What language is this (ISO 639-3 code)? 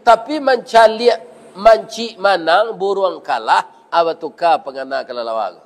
min